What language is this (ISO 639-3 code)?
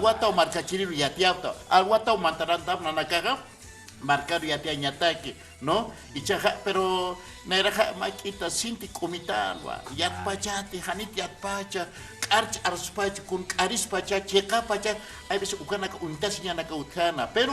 aym